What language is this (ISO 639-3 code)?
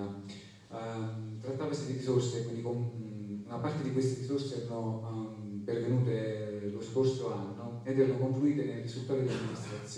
ita